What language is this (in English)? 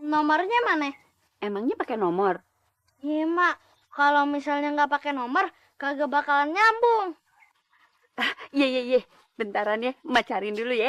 Betawi